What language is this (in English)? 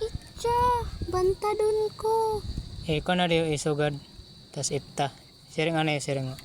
Waray